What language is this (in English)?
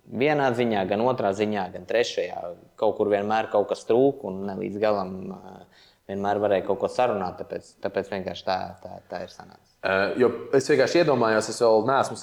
Latvian